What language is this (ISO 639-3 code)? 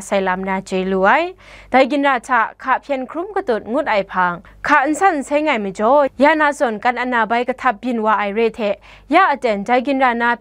kac